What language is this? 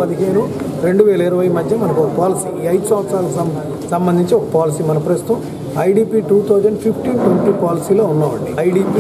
Telugu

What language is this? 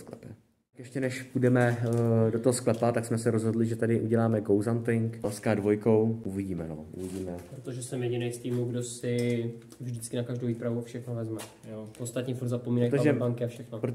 Czech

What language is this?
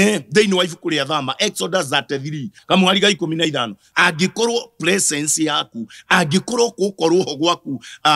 Kikuyu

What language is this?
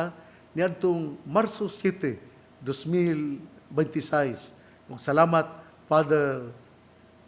Cebuano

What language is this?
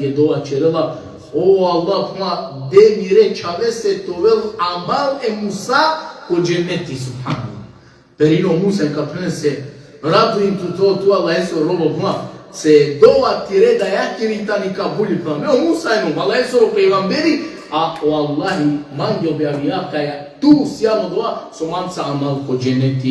Balkan Romani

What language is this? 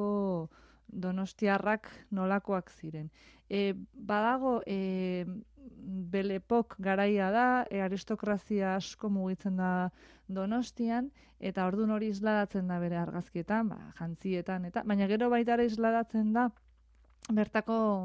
Basque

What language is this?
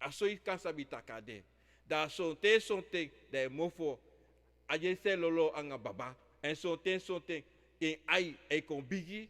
Sranan Tongo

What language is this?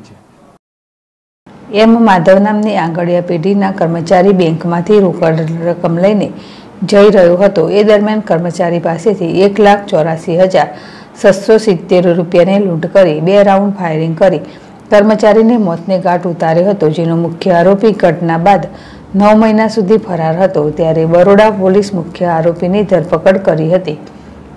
Gujarati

